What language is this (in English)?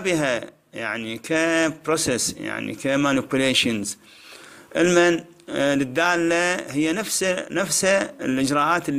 Mesopotamian Arabic